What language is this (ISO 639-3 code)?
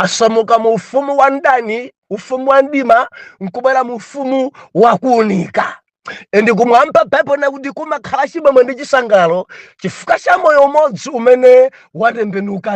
nya